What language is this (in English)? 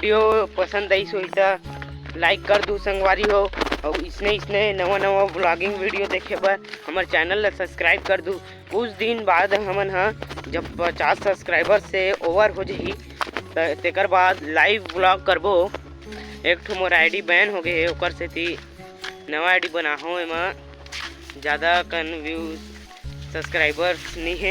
Chhattisgarhi